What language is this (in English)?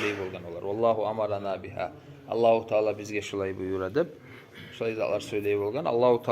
Kumyk